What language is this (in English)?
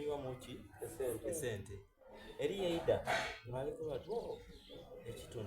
Soga